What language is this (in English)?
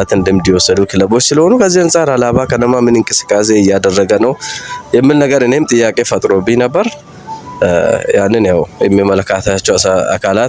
Amharic